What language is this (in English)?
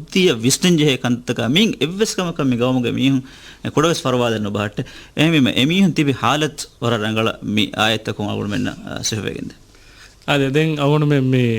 Divehi